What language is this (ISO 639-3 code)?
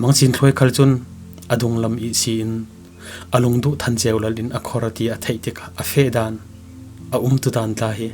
cfm